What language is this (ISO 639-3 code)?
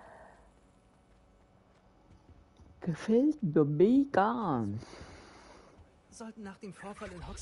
deu